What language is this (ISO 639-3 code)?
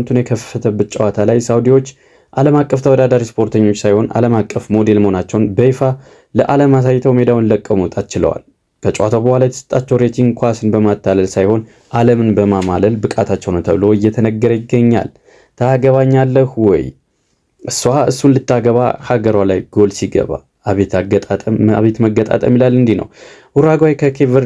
amh